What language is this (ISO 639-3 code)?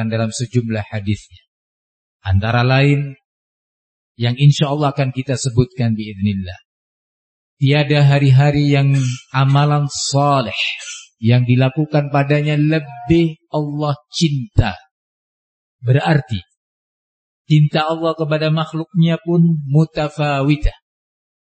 ind